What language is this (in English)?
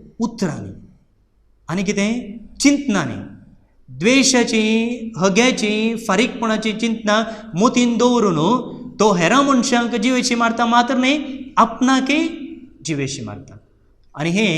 Konkani